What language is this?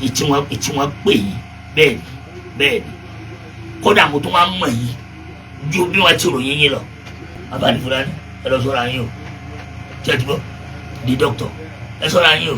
Yoruba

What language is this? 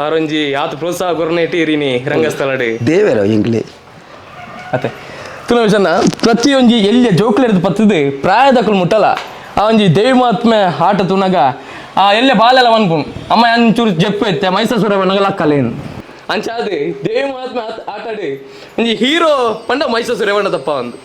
Tulu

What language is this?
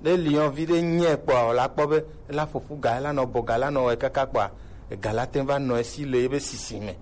Gen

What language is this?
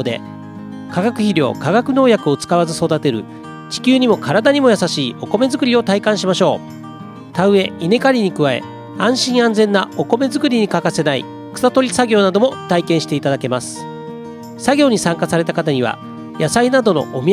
Japanese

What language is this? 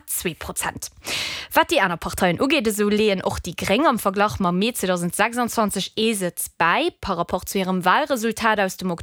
Luxembourgish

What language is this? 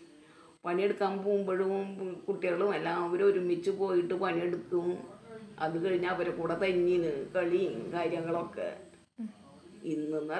Malayalam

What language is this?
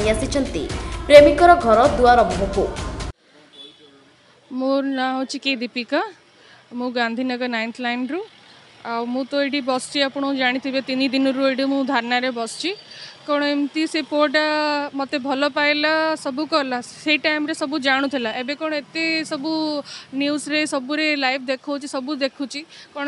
Odia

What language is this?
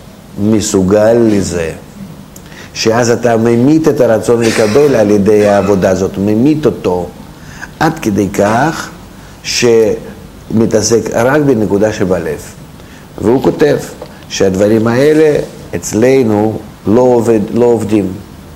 Hebrew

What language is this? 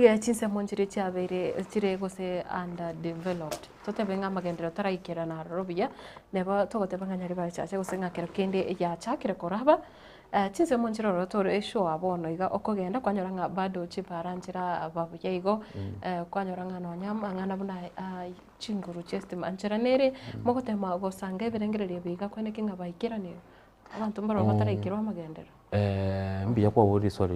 Gusii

